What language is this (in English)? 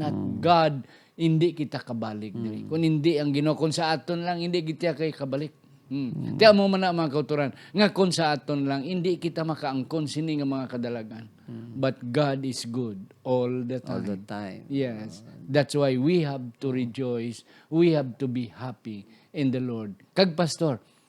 Hiligaynon